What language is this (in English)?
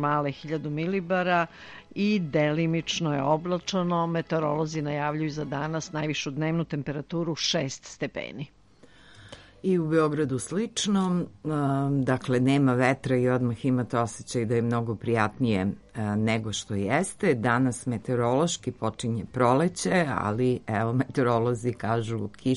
Serbian